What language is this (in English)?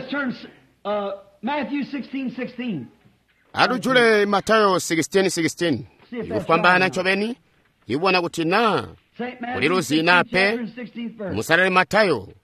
Tonga (Zambia)